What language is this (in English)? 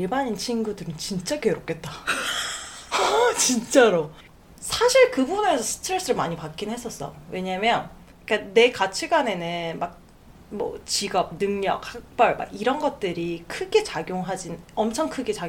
Korean